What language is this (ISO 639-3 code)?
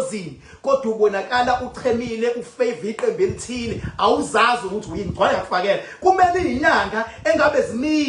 zul